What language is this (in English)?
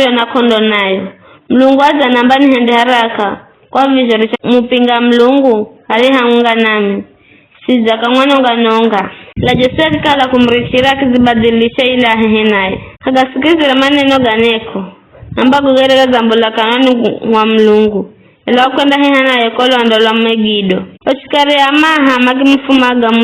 Giryama